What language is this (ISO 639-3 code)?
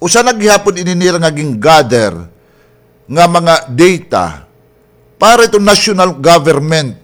war